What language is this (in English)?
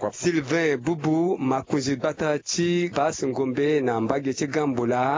Sango